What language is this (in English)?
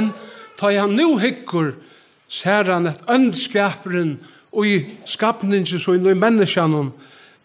Faroese